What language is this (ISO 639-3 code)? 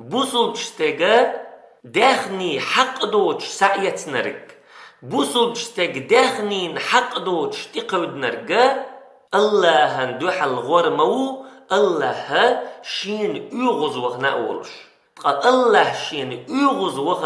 che